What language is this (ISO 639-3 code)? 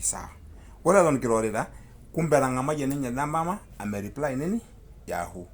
mas